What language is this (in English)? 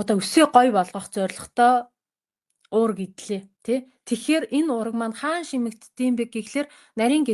Mongolian